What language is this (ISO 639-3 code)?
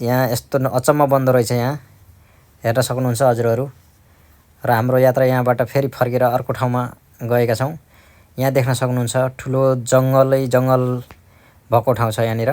nep